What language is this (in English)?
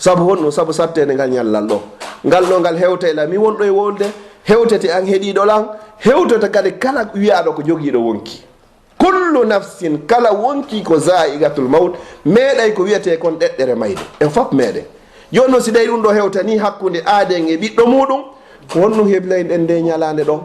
Fula